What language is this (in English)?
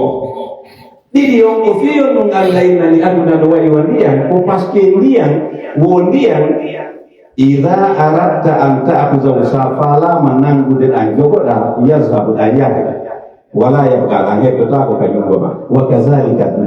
Pular